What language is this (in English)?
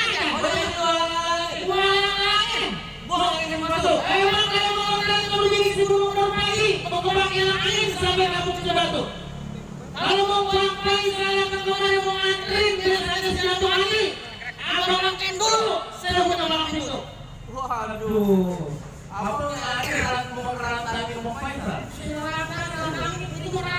Betawi